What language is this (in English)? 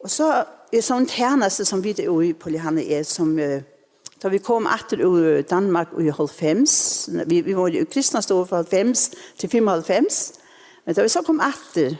Faroese